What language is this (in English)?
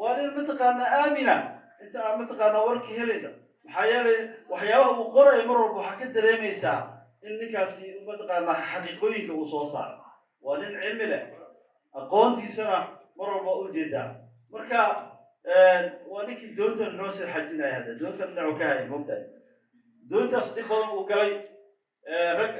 Somali